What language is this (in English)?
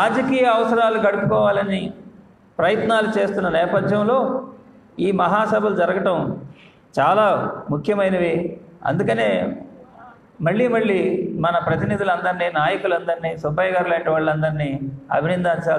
Telugu